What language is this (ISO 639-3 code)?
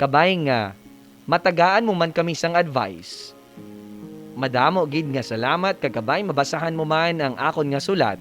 hil